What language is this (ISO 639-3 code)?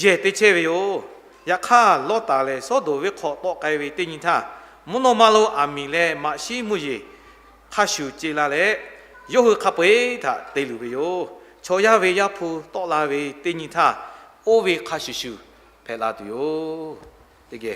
lhu